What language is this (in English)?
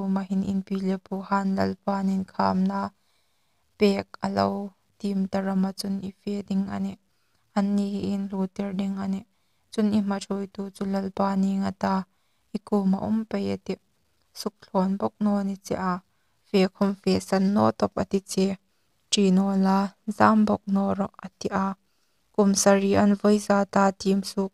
Hmar